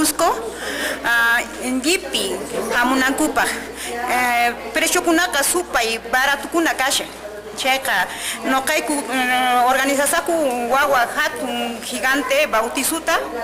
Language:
Quechua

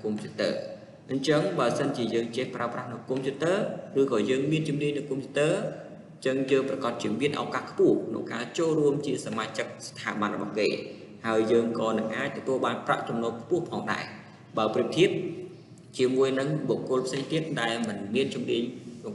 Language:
Khmer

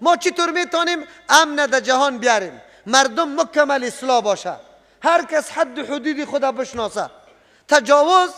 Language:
Persian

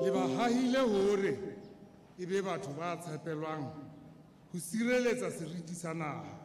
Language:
Southern Sotho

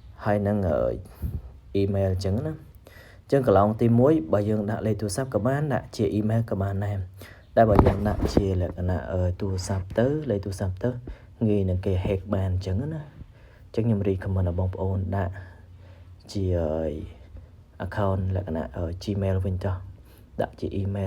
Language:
Khmer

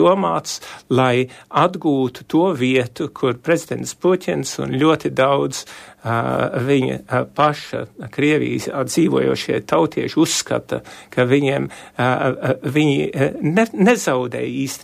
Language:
Latvian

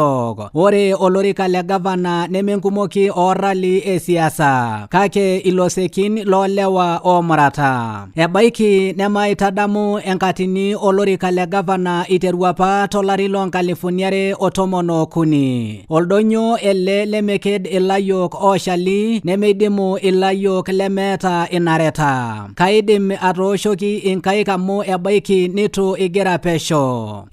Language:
Masai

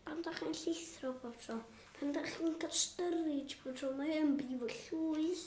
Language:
Welsh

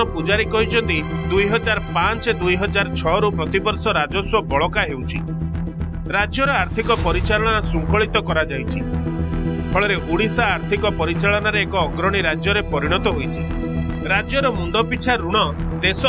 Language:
Odia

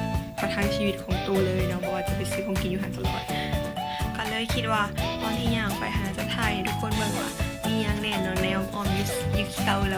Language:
Lao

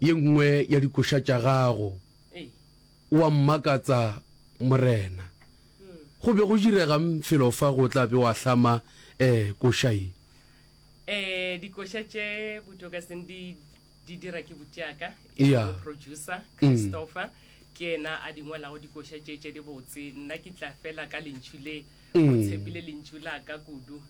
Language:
Northern Sotho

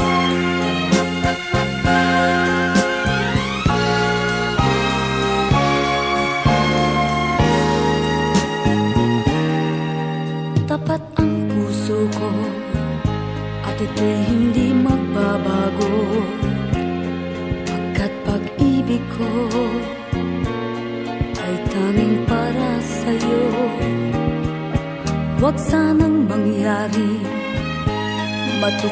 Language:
Filipino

